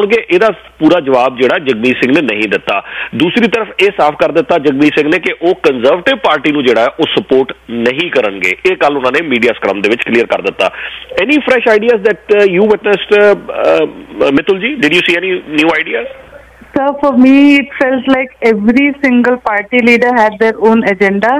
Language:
Punjabi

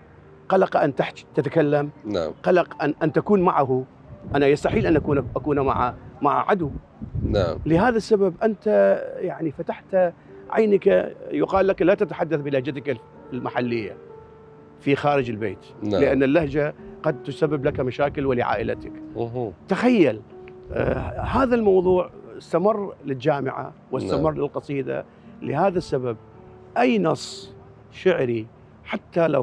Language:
Mesopotamian Arabic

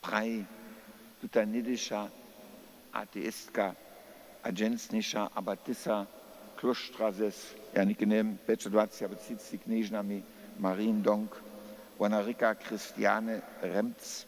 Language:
Upper Sorbian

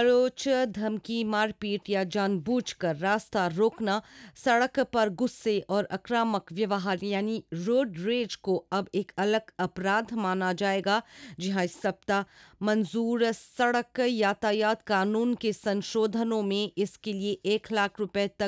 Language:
Hindi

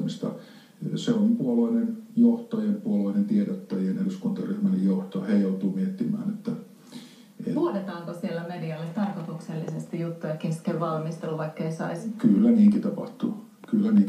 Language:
Finnish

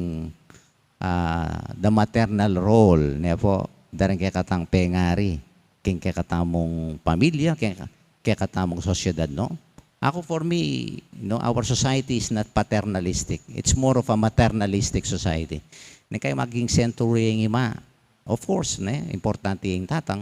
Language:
Pampanga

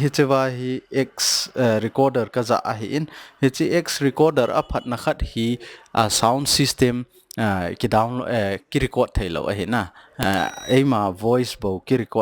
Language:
Thado Chin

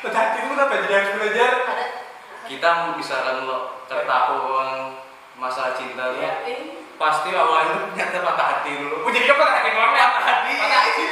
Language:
Banjar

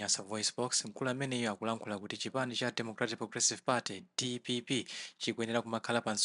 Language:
Nyanja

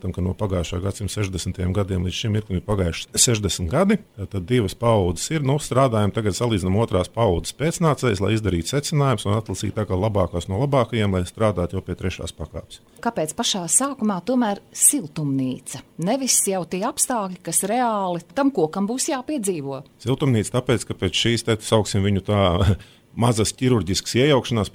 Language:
Latvian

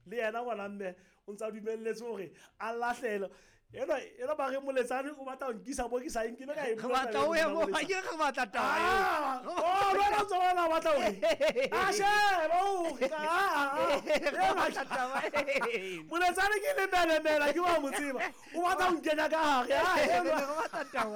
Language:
Southern Sotho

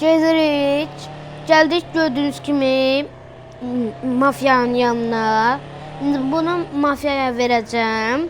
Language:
Azerbaijani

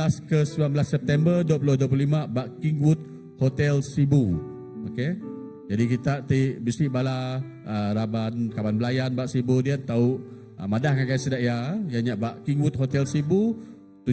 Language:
Iban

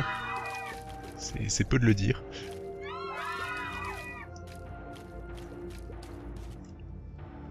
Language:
French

